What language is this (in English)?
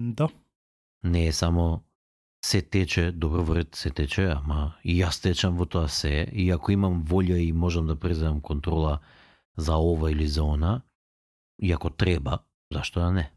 Macedonian